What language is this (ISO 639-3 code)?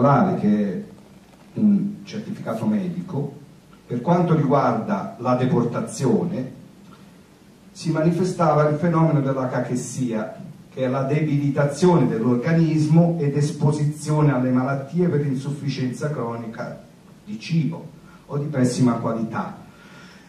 ita